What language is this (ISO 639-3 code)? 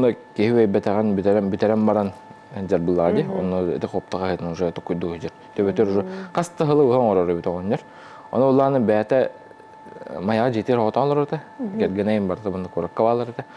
sah